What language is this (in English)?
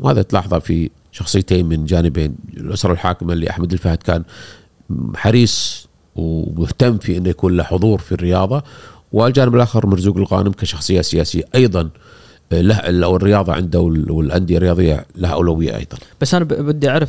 Gulf Arabic